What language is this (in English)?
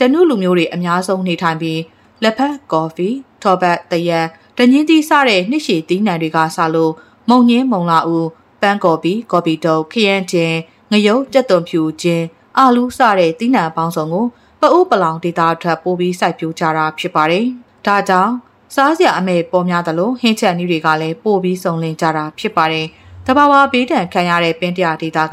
Burmese